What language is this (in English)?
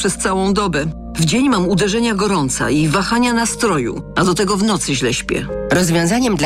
Polish